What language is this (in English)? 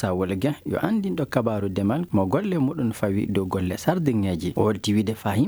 Fula